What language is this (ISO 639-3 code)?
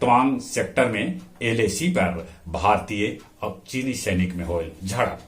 mag